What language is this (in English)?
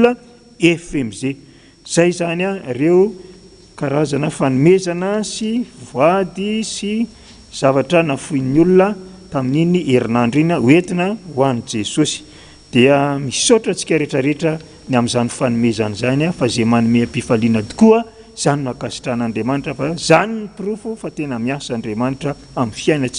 Malagasy